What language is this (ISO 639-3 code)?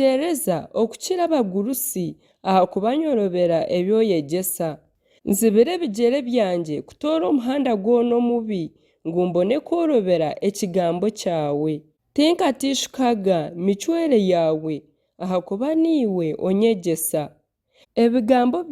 nyn